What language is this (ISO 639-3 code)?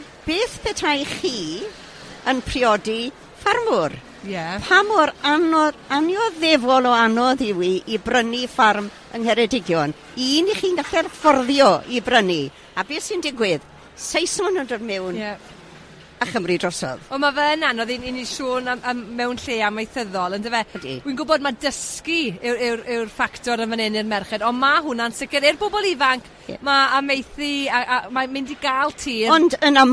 cym